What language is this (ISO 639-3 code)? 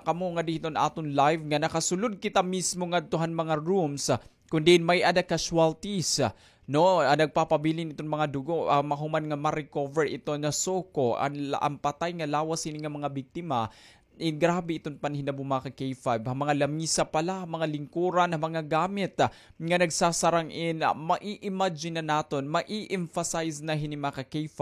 war